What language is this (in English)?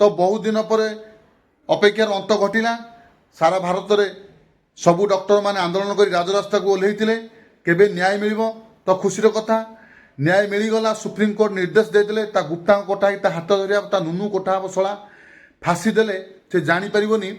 Odia